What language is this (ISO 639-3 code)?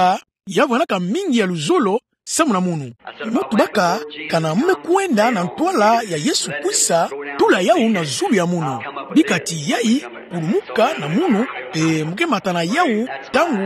ktu